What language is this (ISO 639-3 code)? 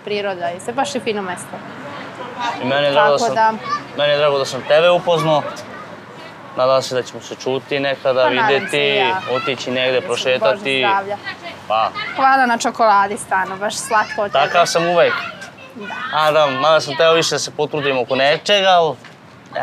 srp